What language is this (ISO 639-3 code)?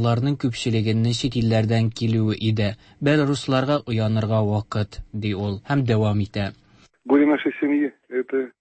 tat